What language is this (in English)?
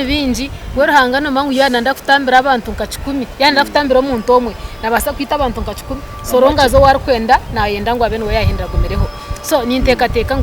Nyankole